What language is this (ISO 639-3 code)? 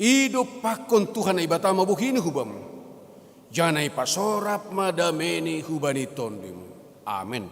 bts